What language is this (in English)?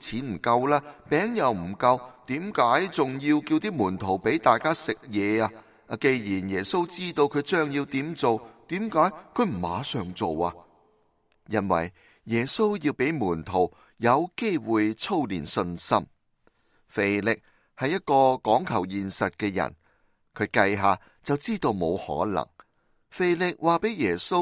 Cantonese